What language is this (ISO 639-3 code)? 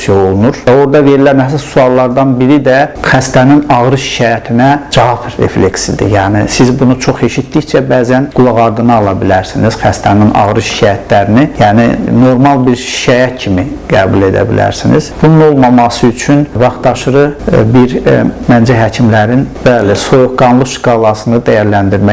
aze